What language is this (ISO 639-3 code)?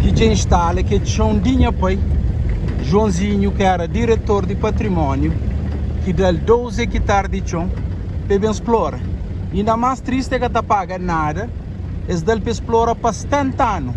kea